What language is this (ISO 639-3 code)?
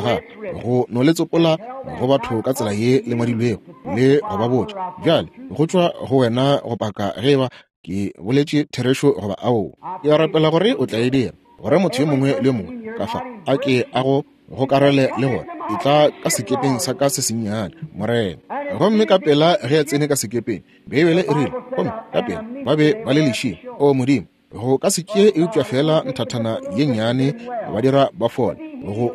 nso